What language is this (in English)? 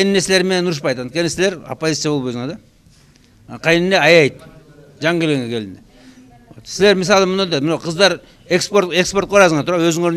Kyrgyz